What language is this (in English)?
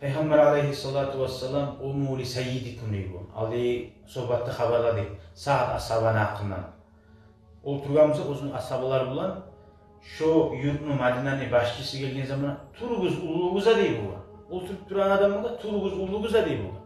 Kumyk